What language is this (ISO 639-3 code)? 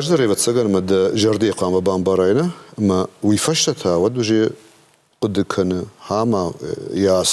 oss